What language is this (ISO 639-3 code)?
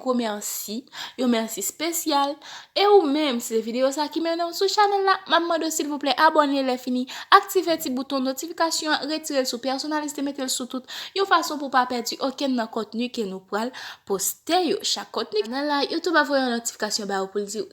hat